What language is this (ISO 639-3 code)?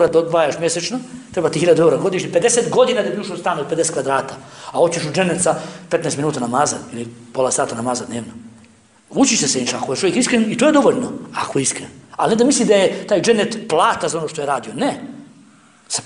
bos